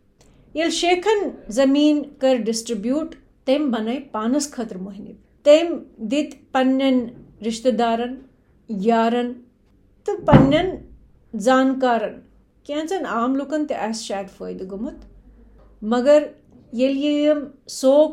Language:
Kashmiri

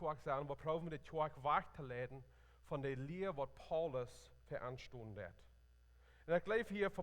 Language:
Plautdietsch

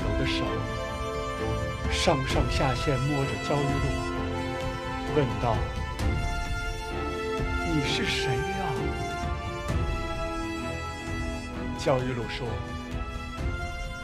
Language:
Chinese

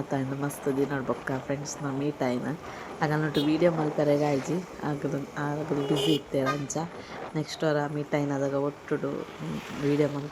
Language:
Tulu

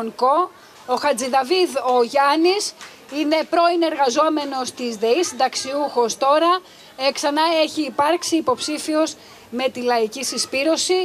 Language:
Greek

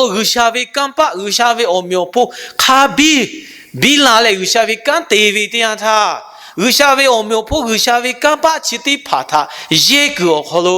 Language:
Lahu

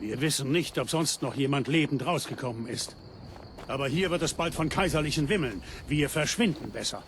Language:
Bavarian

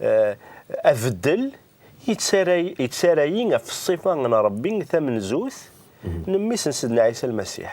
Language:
Kabyle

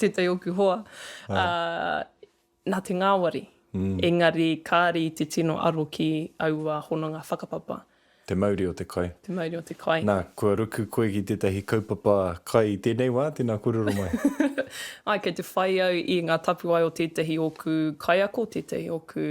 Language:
Māori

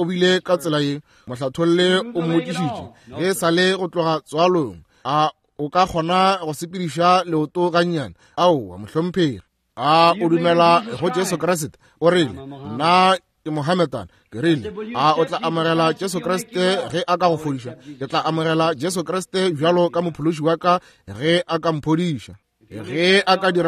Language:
Northern Sotho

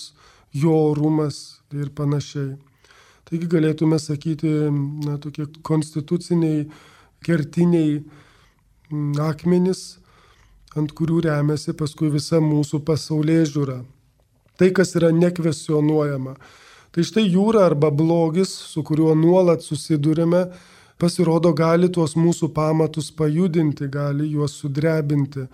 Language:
Lithuanian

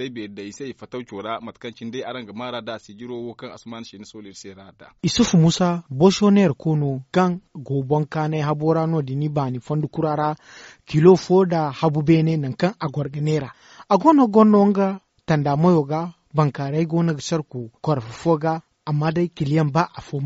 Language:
Zarma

